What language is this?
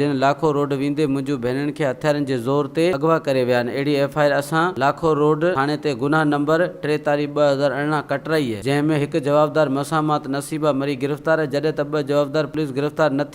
Sindhi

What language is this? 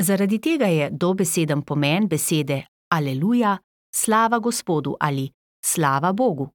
Slovenian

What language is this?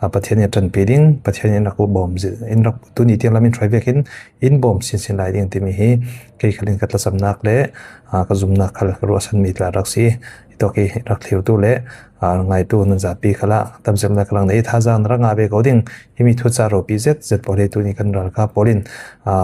Falam Chin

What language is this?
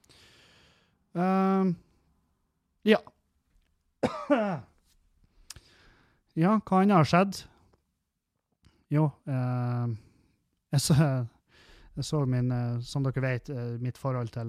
Norwegian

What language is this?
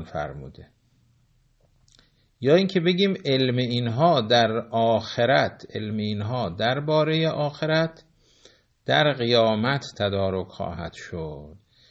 Persian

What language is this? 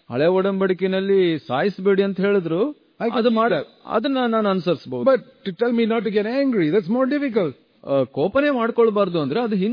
Kannada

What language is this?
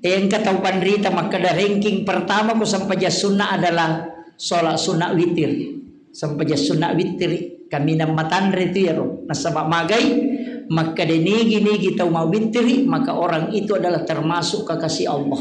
Buginese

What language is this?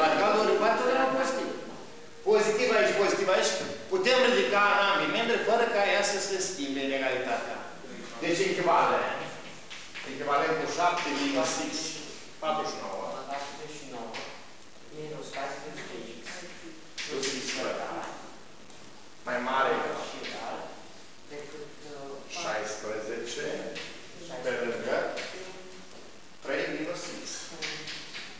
Romanian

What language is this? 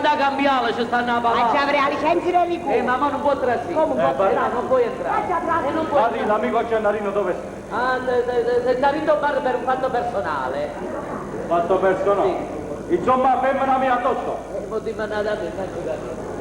Neapolitan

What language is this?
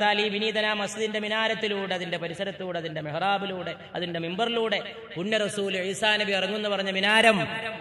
Malayalam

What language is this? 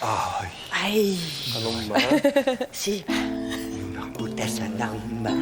Kalaallisut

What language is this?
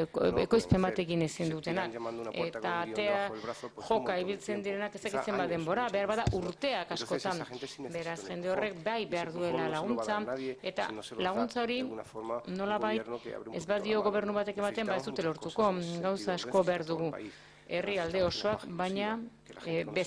Basque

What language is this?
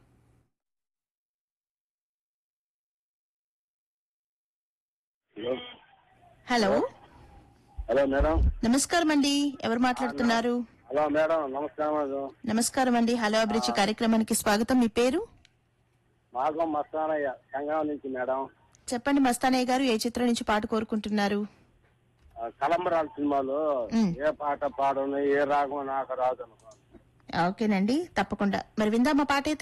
Telugu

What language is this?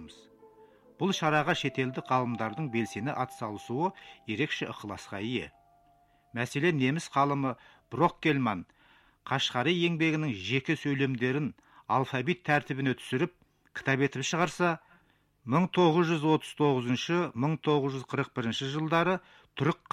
Kazakh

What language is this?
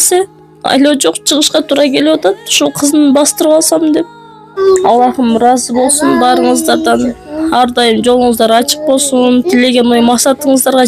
Kyrgyz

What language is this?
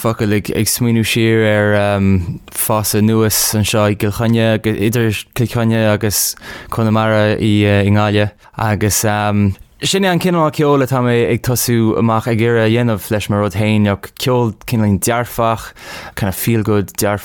Irish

